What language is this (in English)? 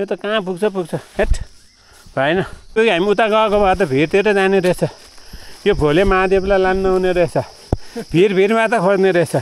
Nepali